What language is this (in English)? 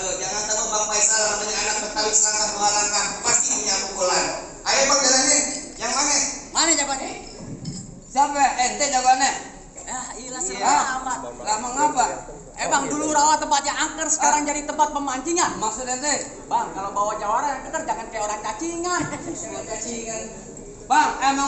Betawi